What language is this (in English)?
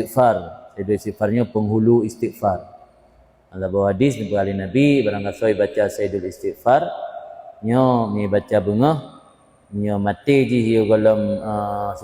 Achinese